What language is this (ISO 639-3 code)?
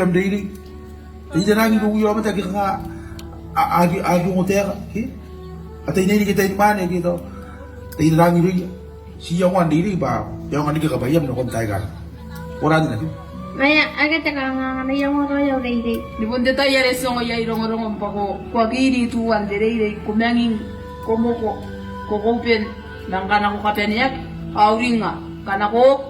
gil